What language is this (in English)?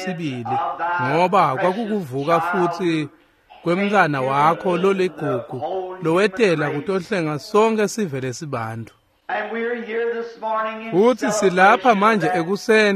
Swati